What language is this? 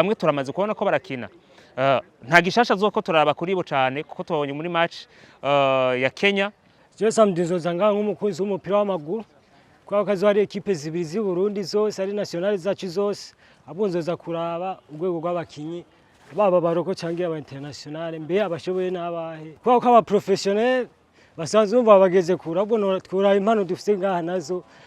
Rundi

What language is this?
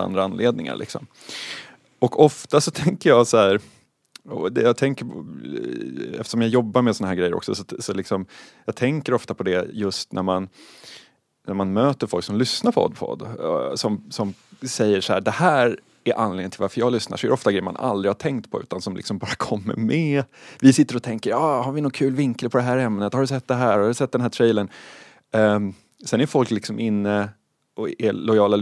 Swedish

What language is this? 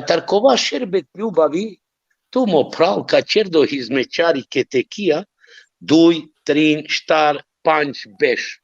Balkan Romani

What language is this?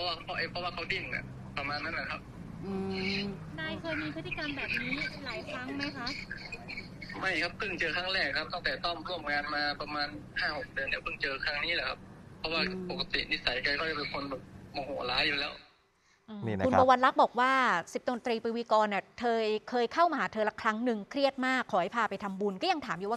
Thai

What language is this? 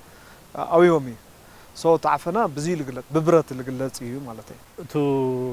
Tigrinya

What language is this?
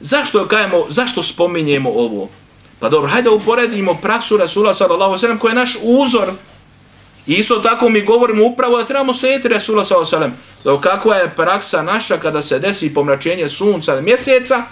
Bosnian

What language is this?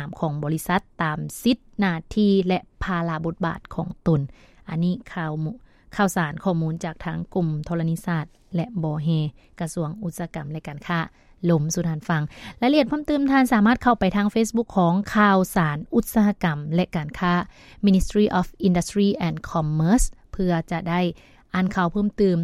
Lao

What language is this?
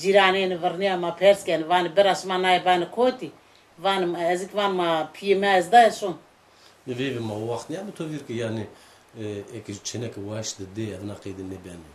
Zaza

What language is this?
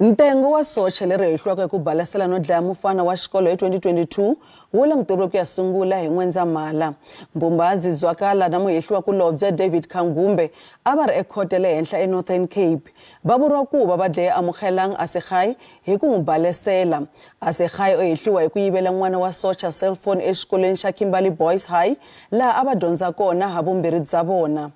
Tsonga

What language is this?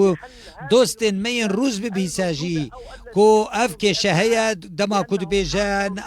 Kurdish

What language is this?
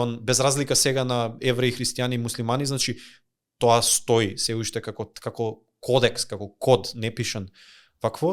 Macedonian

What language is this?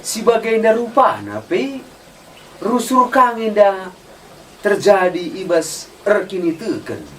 Batak Karo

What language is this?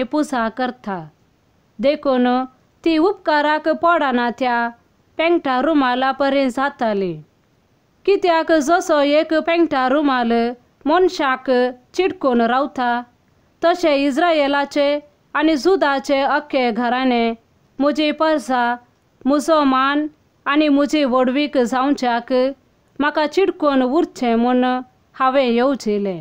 Konkani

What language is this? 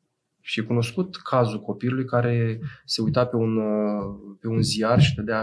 Romanian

